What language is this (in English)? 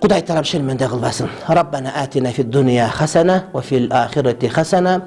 Kyrgyz